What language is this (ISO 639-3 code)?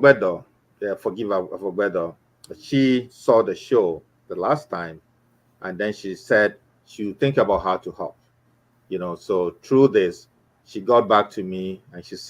ewe